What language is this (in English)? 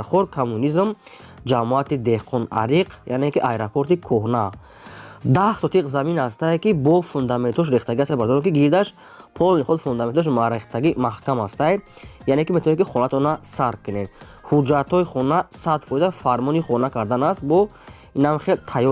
Tajik